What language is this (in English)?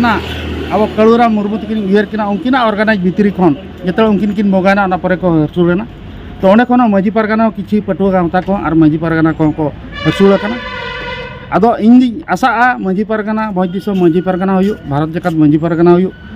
Santali